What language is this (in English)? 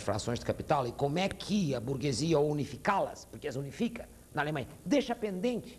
Portuguese